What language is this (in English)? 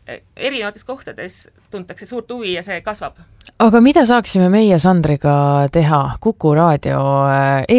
Estonian